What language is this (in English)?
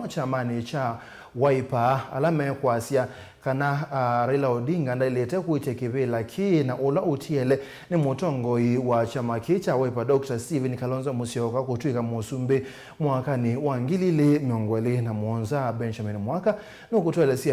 Kamba